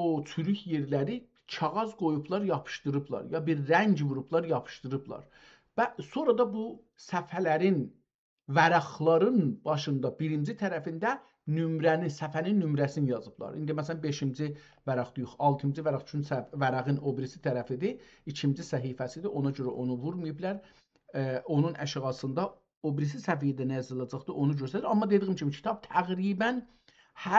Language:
South Azerbaijani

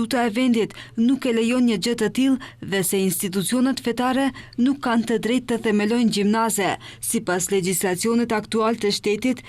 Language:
Albanian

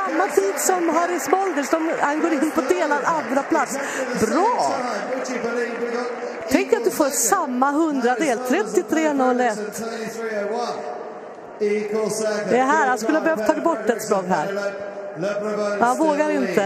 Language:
Swedish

